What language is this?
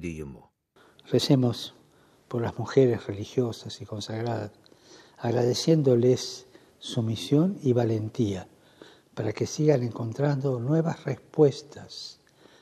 Lithuanian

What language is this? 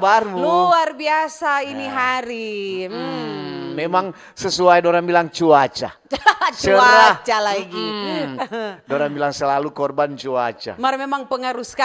Manado Malay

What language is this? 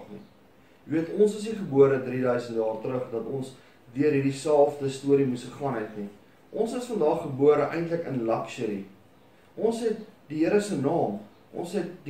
Afrikaans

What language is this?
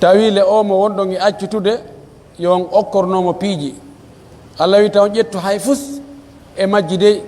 Pular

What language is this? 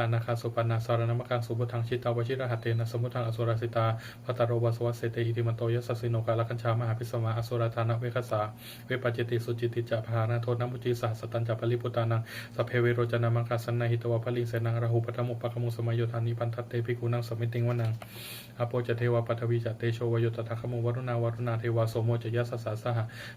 Pali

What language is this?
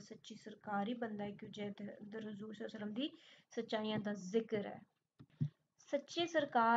Punjabi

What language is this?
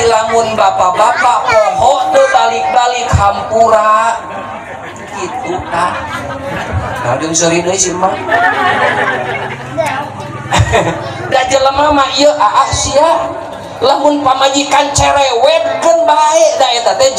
Sundanese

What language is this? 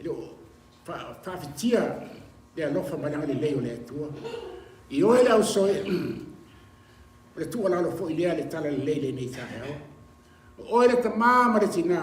Samoan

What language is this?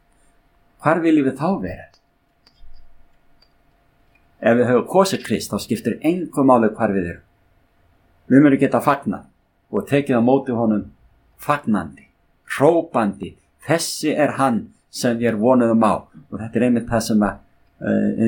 Icelandic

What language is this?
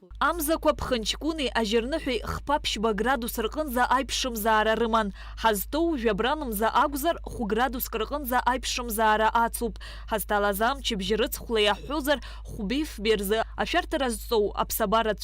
Abkhazian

